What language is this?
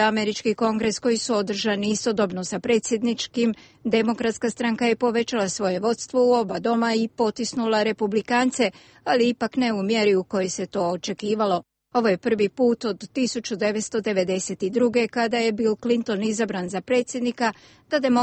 Croatian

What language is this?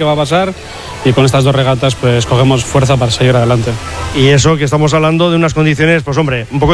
Spanish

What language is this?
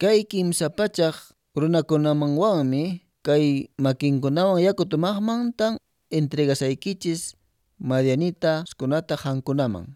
Quechua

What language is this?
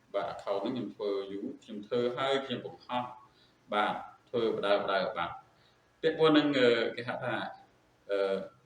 Khmer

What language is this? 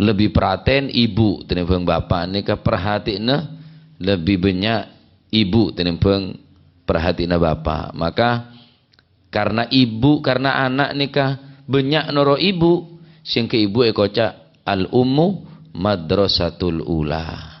Madurese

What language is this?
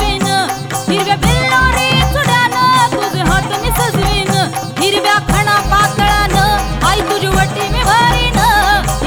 Marathi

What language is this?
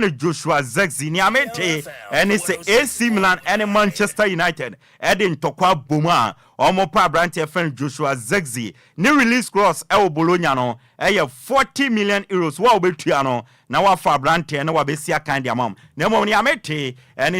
Akan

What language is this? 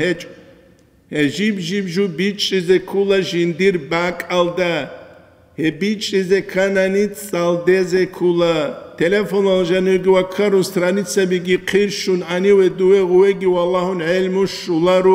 Avaric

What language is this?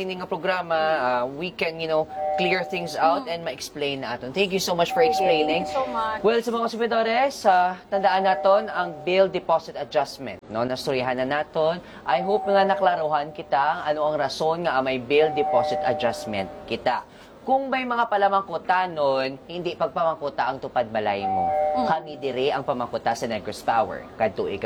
Hiligaynon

